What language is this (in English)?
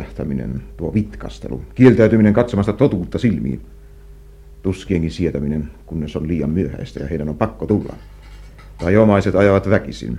Finnish